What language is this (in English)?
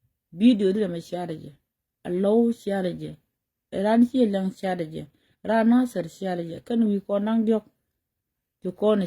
Nuer